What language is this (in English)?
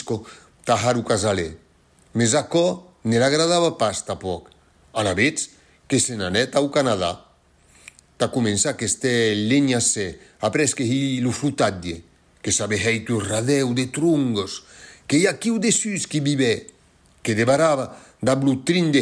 Occitan